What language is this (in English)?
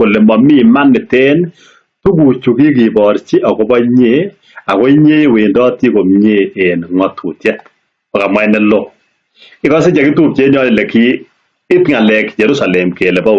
Kalenjin